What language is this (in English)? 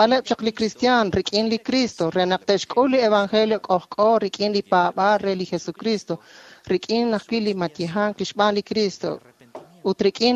Kekchí